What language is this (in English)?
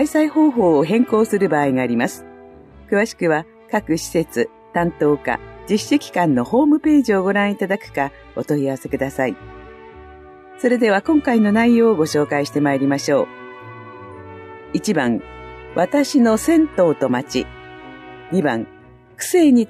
Japanese